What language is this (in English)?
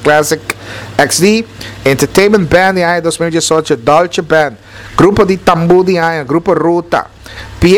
Papiamento